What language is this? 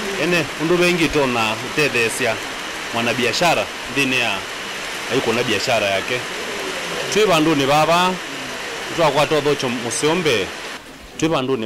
Kamba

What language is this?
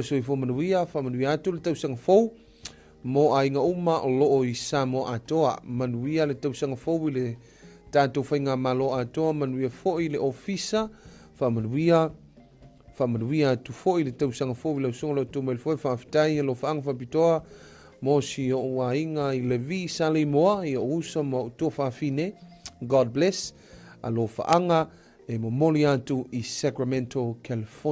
Samoan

